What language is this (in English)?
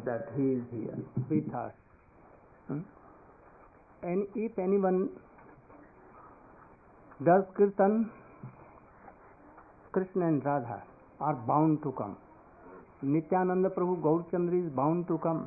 English